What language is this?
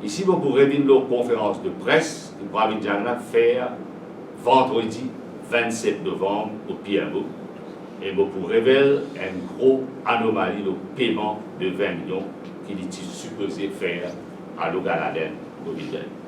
Morisyen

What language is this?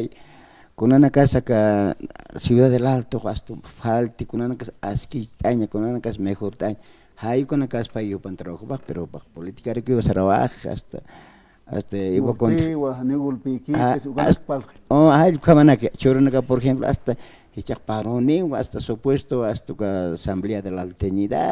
Aymara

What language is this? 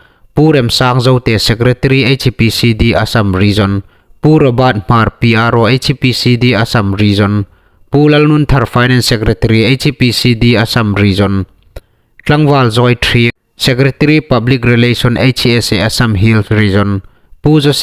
Hmar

